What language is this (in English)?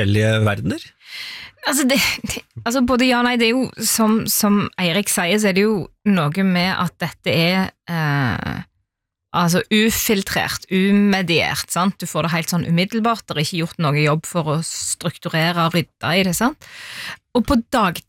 Norwegian